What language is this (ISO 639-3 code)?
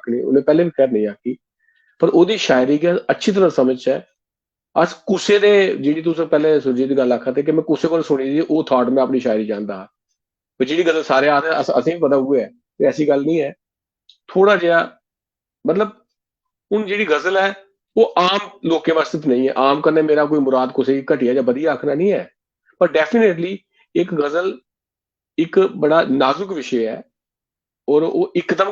doi